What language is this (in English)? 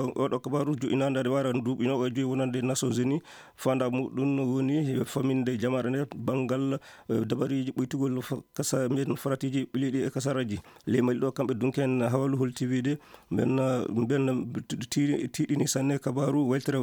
Fula